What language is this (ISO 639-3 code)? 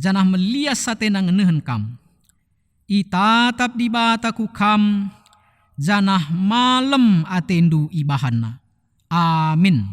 btx